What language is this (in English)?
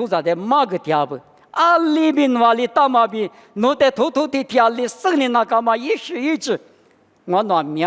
Lisu